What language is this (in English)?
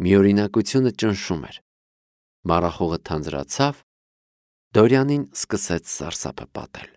Armenian